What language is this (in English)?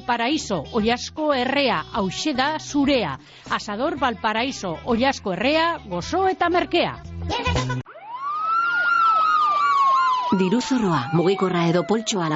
Basque